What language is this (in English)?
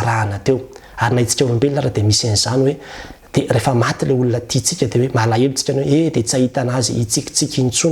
Malagasy